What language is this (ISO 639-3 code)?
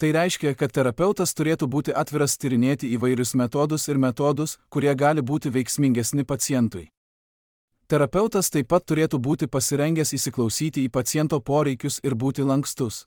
lit